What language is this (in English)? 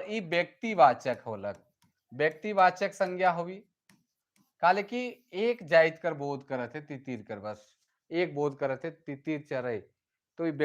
Sadri